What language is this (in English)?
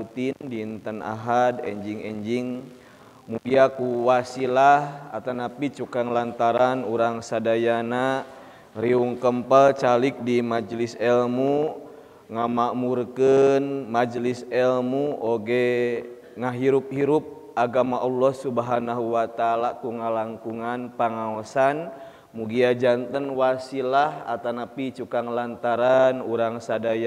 Sundanese